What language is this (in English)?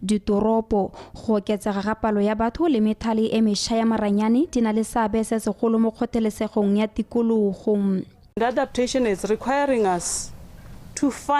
Tswana